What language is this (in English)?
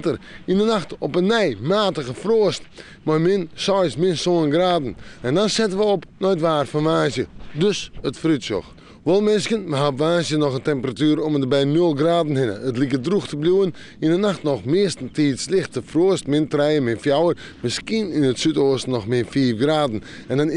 Western Frisian